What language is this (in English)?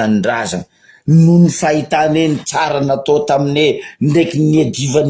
Malagasy